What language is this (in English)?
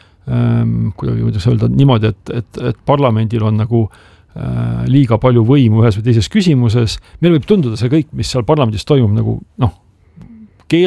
Estonian